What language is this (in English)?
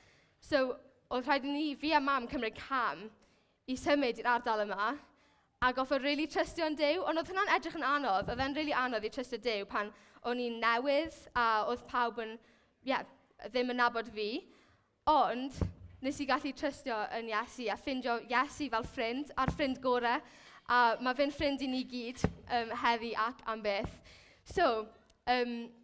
Welsh